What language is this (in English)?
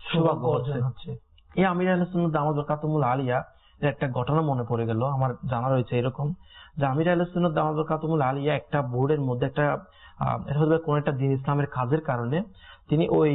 Bangla